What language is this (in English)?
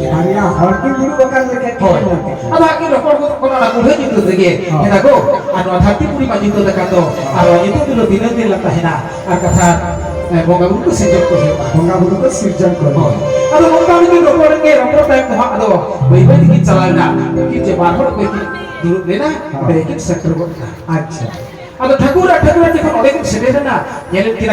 Santali